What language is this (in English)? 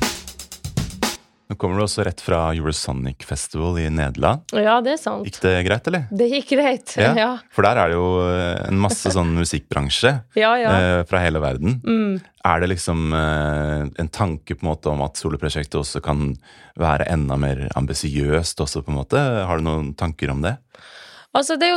Norwegian